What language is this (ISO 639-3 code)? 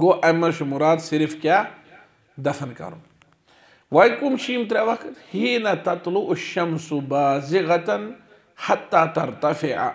kas